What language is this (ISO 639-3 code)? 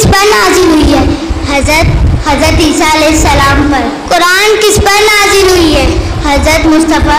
hin